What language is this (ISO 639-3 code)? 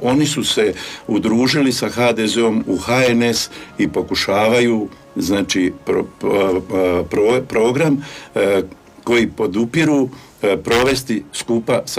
hrv